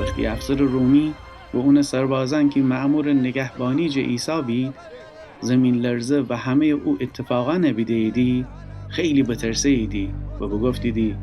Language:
Gilaki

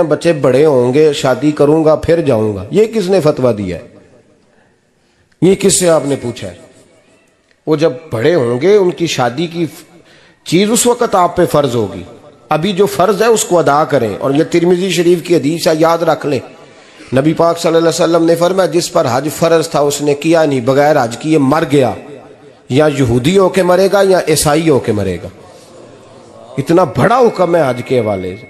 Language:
Urdu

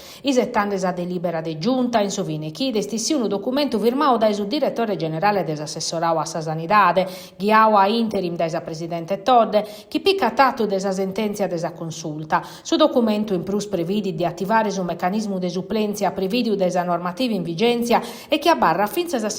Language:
Sardinian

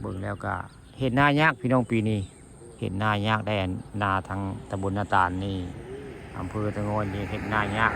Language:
Northeastern Thai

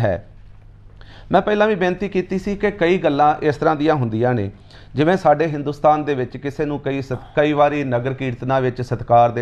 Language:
Punjabi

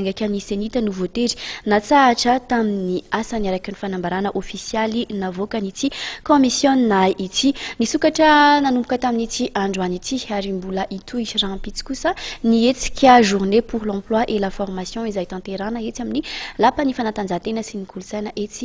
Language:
Malagasy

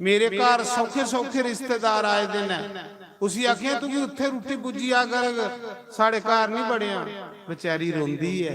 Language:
Dogri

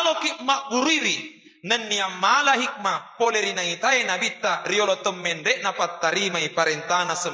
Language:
Buginese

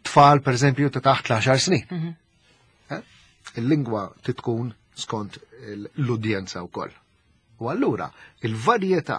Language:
Maltese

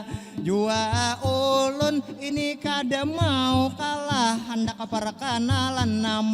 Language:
Banjar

